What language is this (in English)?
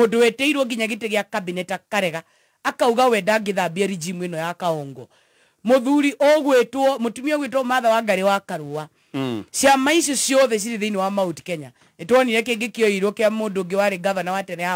Kikuyu